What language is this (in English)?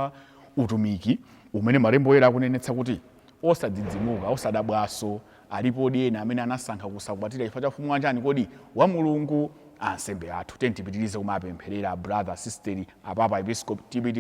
Nyanja